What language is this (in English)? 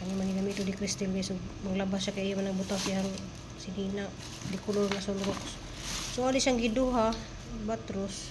Cebuano